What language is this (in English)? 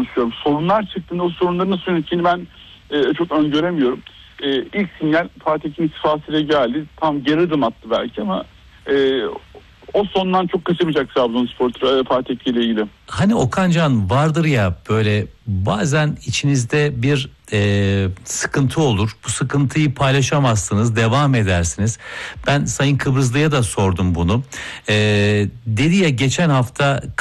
Turkish